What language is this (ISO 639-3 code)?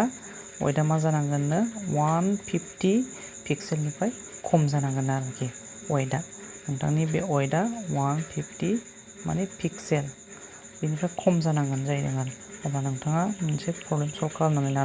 brx